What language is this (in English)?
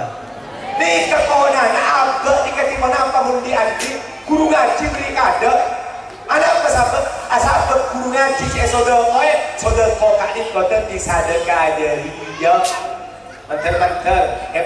Madurese